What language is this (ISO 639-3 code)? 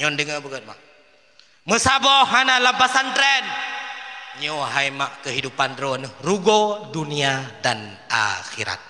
ace